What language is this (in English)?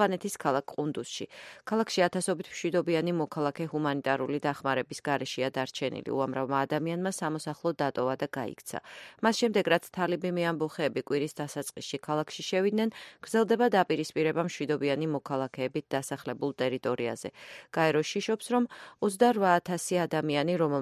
Georgian